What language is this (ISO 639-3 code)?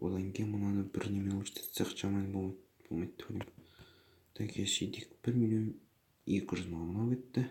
kaz